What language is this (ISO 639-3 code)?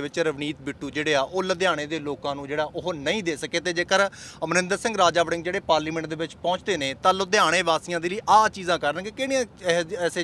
pan